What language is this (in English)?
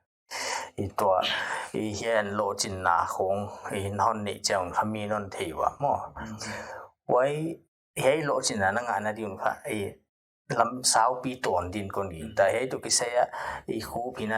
Paite Chin